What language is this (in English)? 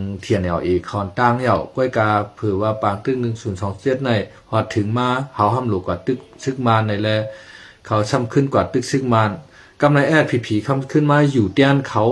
Shan